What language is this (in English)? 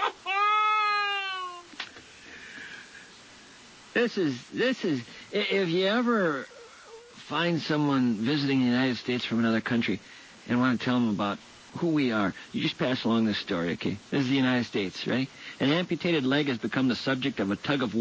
English